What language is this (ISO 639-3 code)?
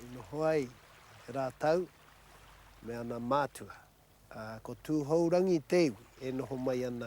mri